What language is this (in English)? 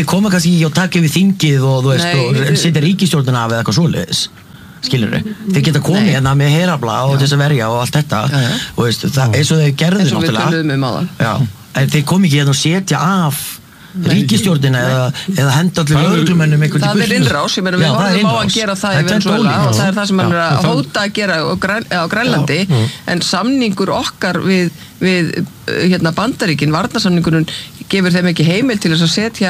Icelandic